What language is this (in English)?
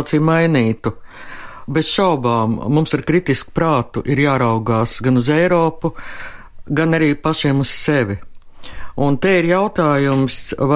Latvian